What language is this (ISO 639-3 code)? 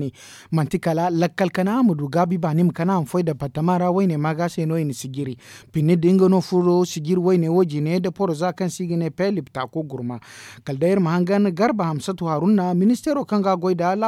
dje